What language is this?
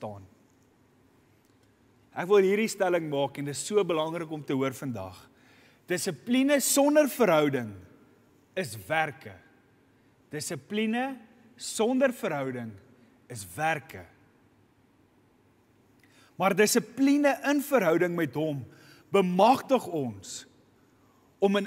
Afrikaans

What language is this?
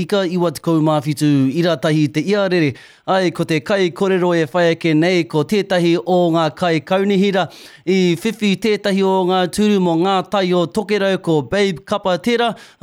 Māori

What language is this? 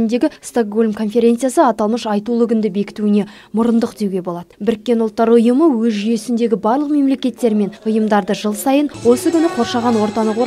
Kazakh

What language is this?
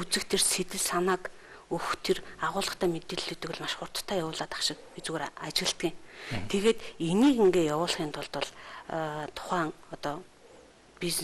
Mongolian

